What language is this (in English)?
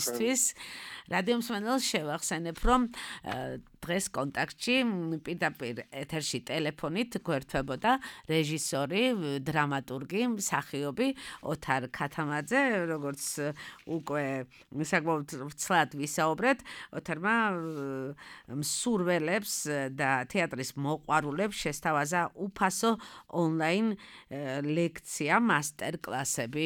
Georgian